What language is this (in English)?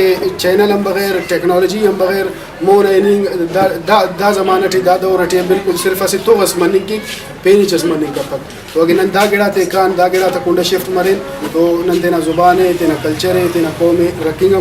Brahui